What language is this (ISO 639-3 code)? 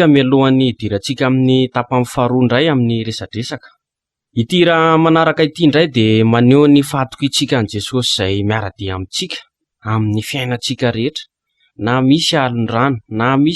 mlg